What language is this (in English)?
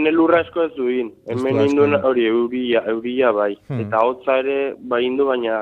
Basque